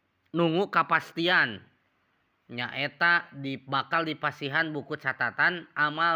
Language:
Sundanese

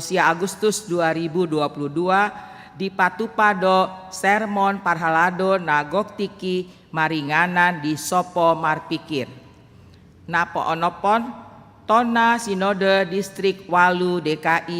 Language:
Batak Toba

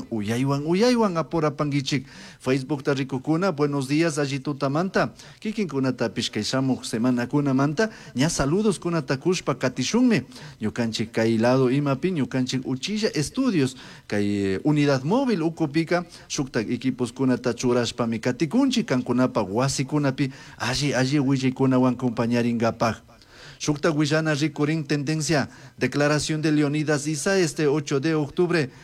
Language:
Chimborazo Highland Quichua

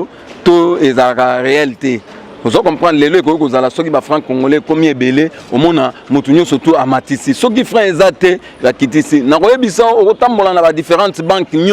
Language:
Lingala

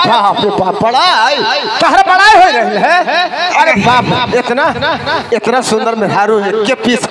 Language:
Bhojpuri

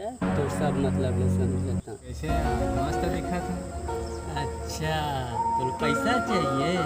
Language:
Chhattisgarhi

